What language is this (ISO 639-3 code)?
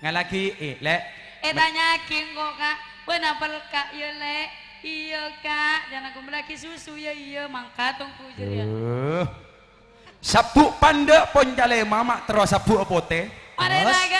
mad